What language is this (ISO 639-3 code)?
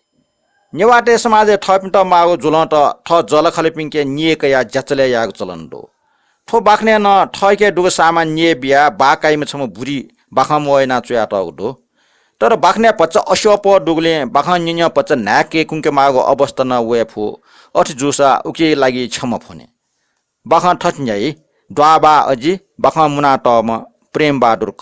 new